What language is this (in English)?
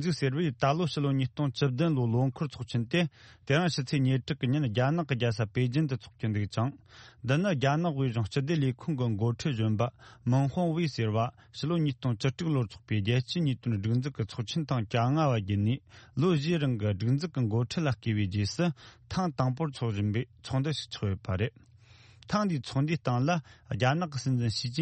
Tibetan